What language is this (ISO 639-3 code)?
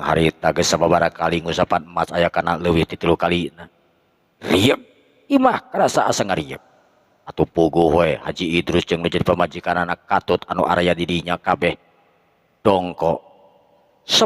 sun